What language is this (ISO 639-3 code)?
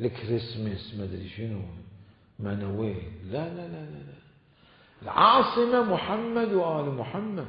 acm